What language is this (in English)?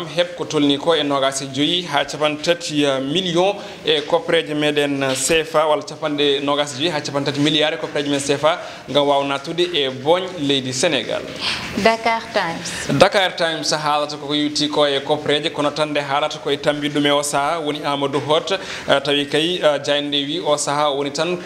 Fula